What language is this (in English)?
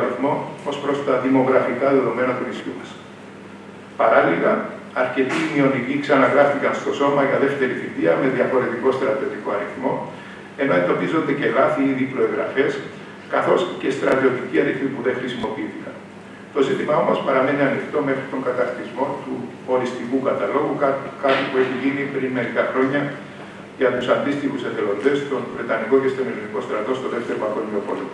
Greek